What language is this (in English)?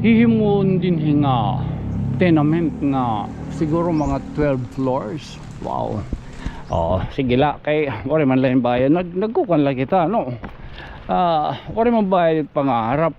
Waray